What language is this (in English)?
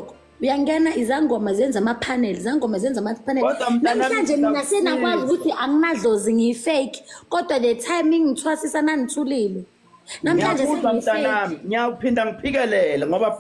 Zulu